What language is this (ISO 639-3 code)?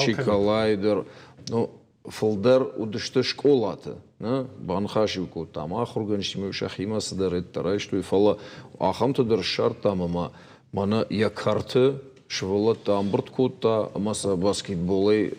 oss